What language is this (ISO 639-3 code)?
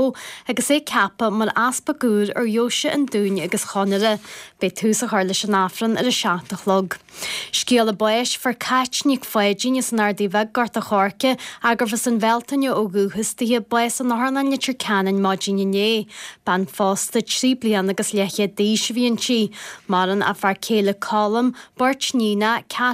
gle